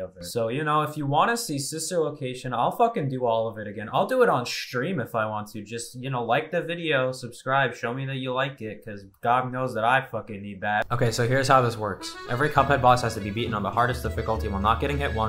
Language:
English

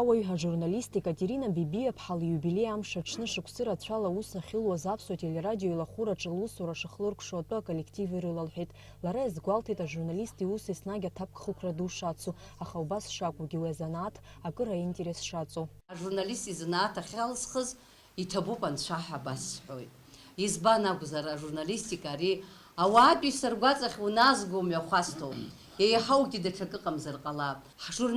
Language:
Abkhazian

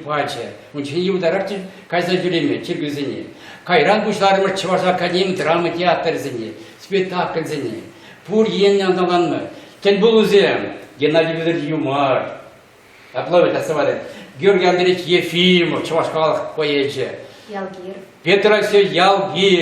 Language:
Chuvash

